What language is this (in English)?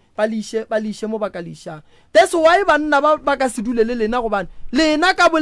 Northern Sotho